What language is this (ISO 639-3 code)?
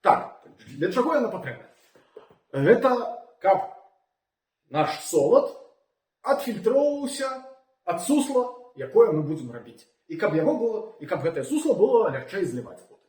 bel